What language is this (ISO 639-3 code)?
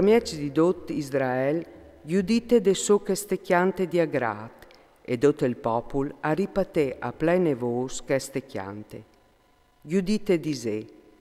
fur